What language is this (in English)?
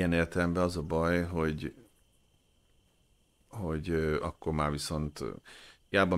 Hungarian